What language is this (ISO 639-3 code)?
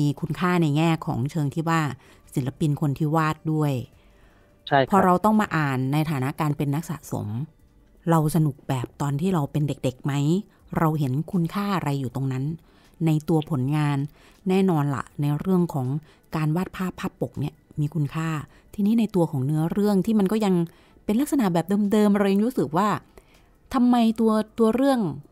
tha